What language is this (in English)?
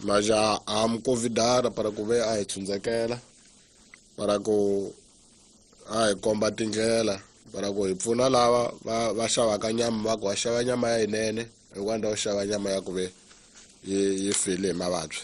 Tsonga